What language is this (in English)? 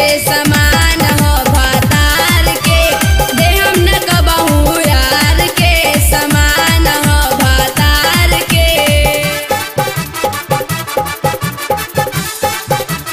Bhojpuri